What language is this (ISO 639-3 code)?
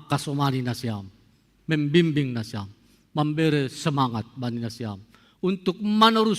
bts